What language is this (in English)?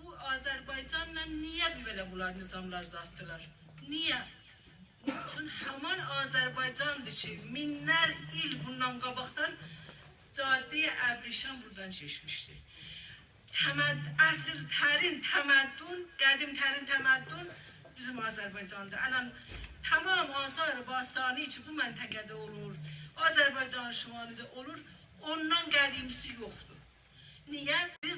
South Azerbaijani